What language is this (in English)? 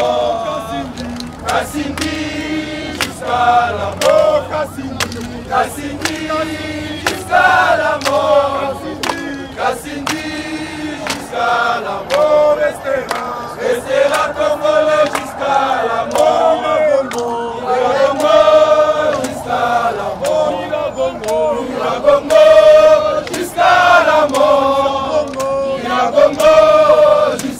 French